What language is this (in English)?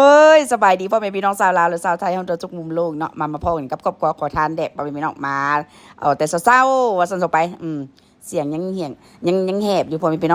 Northeastern Thai